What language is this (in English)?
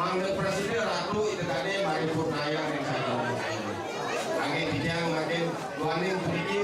Balinese